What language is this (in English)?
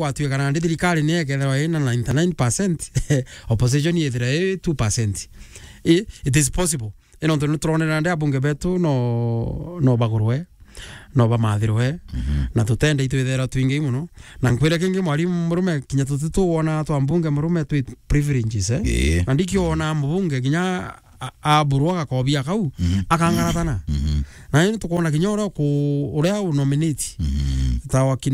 Meru